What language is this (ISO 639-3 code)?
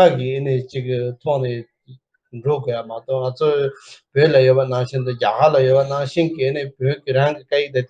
bod